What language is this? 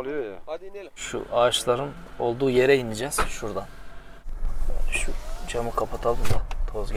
Turkish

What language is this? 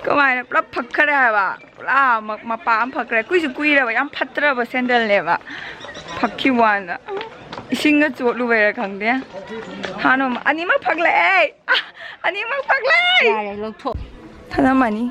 Manipuri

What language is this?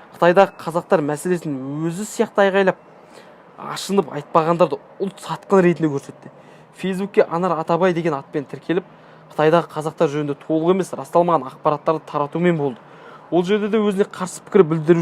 Kazakh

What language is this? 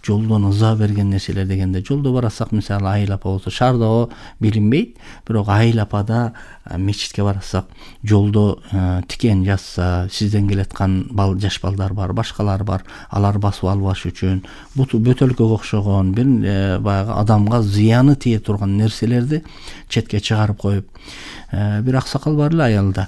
Kyrgyz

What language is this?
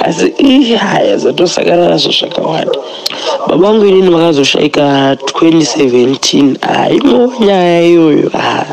Shona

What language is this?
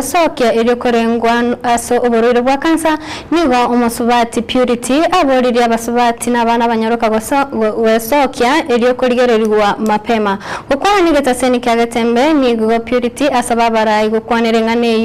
Gusii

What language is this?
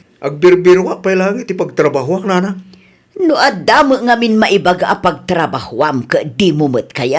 Iloko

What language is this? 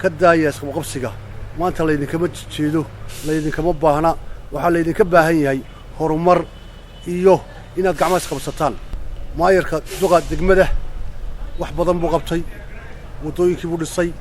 Somali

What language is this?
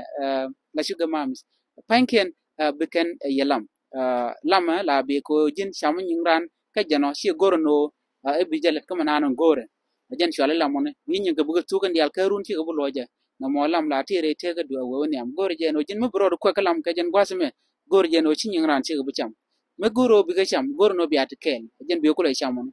Nuer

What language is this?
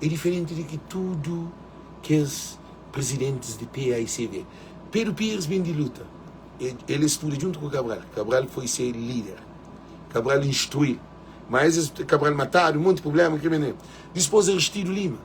Kabuverdianu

